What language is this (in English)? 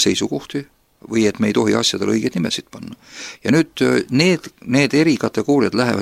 Estonian